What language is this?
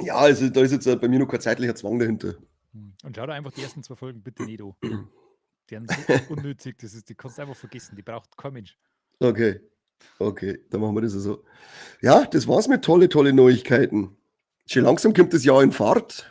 Bavarian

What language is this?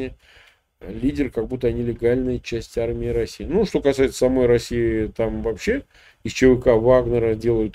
Russian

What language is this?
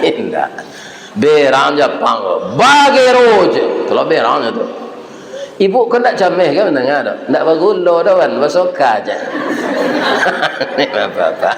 Minangkabau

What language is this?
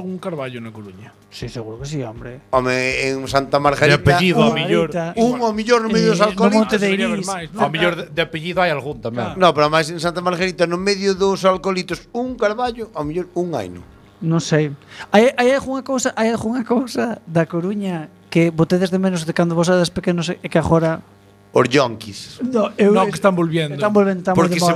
Galician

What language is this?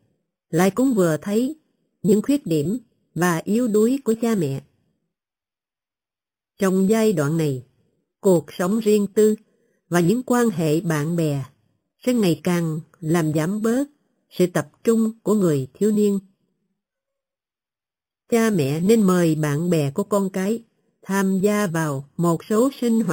Vietnamese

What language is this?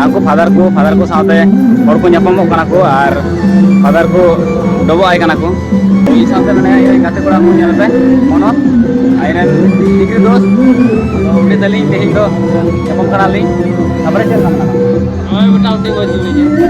Santali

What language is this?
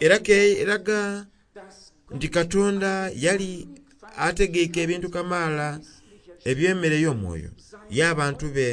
Soga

